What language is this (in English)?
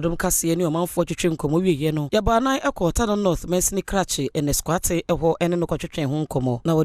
Akan